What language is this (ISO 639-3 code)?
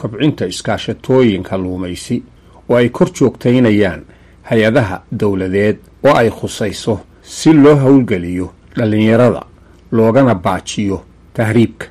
som